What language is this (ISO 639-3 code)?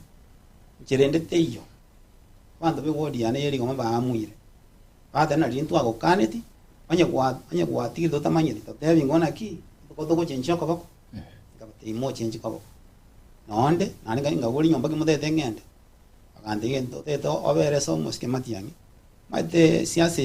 guz